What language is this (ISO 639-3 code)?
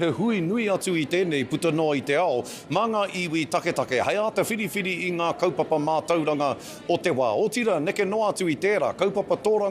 mri